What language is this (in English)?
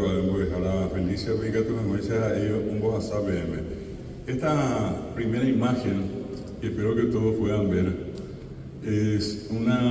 Guarani